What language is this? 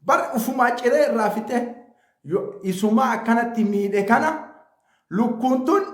Oromo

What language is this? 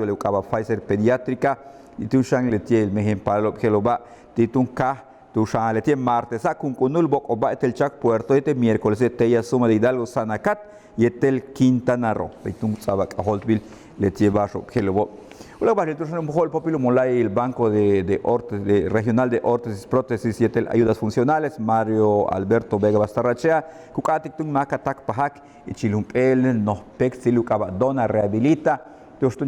Yucateco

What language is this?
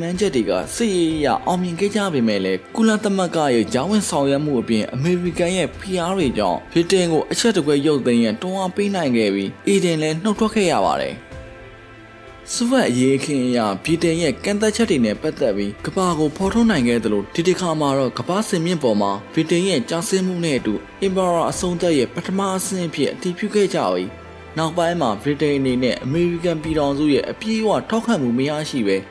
Burmese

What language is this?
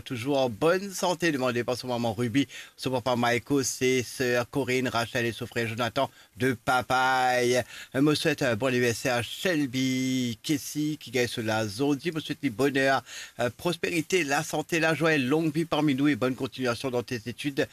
Morisyen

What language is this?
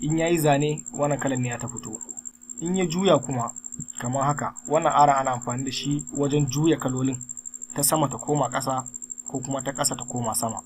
Hausa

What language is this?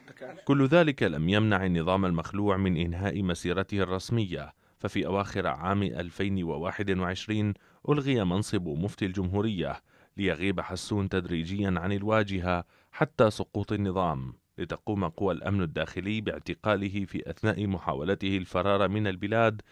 Arabic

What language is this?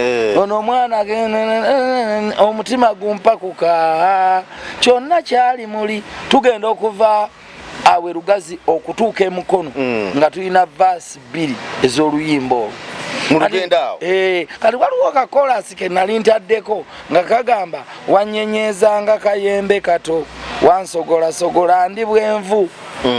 Ganda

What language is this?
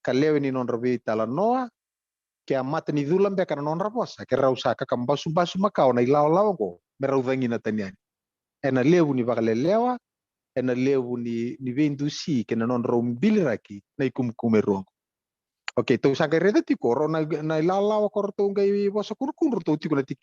Fijian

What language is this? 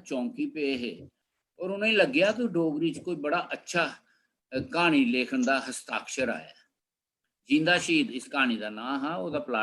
Dogri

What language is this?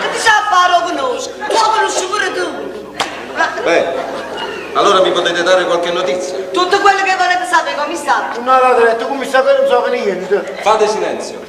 Neapolitan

